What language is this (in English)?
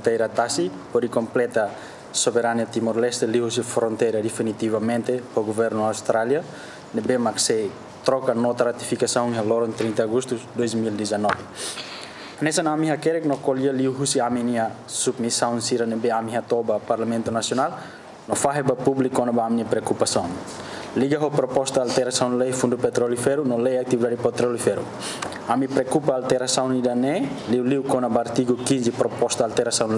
Tetum